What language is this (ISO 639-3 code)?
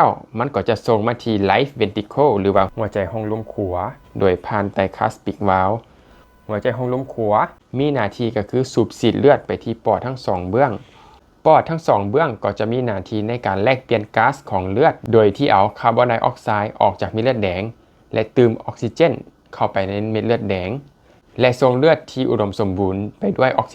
lao